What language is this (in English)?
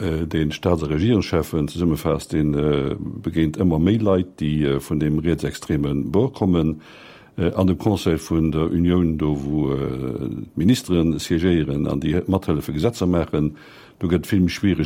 Luxembourgish